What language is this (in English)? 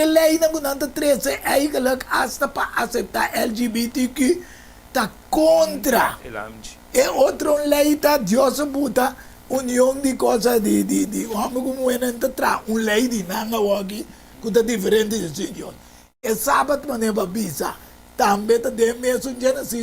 Papiamento